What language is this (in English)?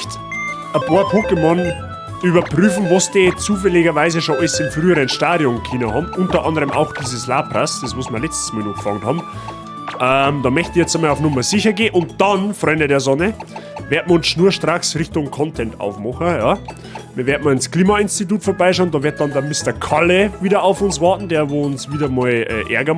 Bavarian